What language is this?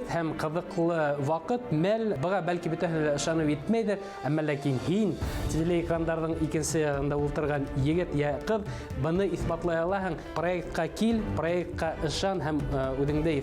Bashkir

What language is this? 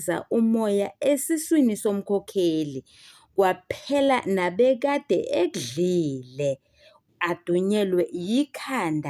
Zulu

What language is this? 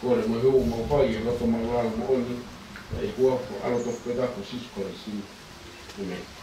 Tongan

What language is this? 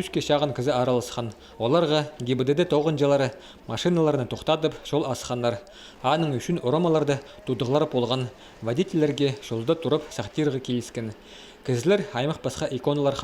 Khakas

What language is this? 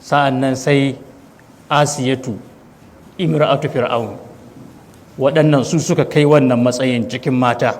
Hausa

